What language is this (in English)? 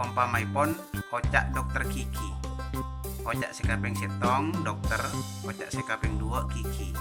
Madurese